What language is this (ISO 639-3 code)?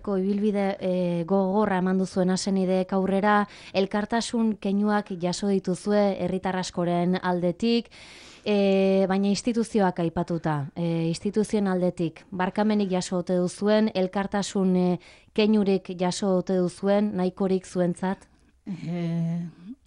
eus